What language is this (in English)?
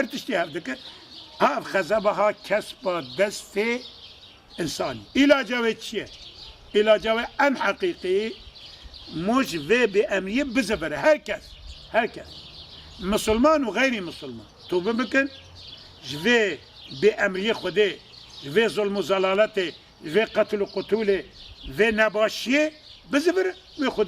Kurdish